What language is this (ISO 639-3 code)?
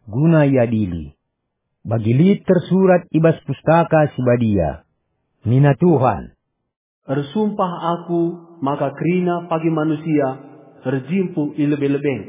btx